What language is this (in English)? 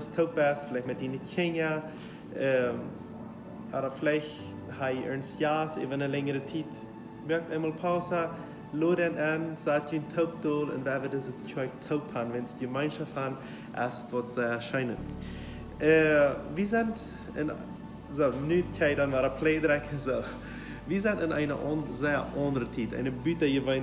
Plautdietsch